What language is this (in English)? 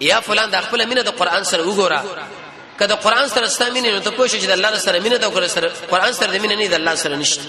Pashto